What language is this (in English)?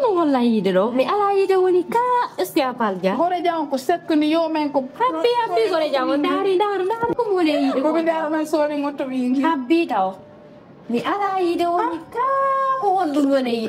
Fula